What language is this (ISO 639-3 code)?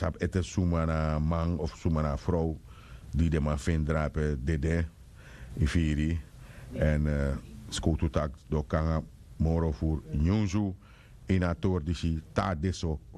srn